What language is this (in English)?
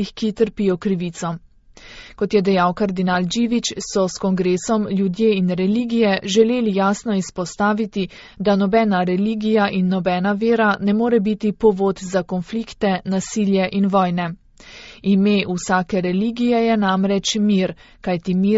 Slovenian